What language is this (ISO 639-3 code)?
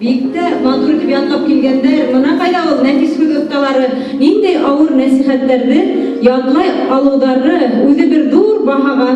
bak